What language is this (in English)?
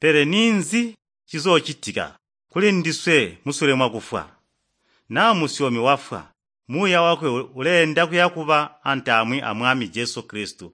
Tonga (Zambia)